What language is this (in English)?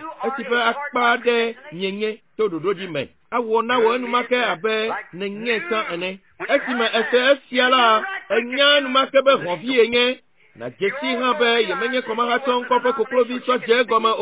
Ewe